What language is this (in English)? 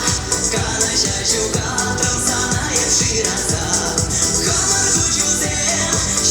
Chuvash